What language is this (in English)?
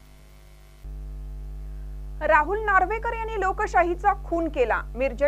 Marathi